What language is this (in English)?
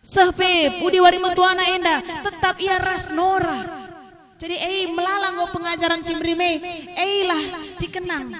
Batak Karo